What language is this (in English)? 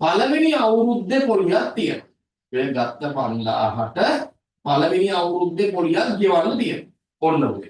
Sinhala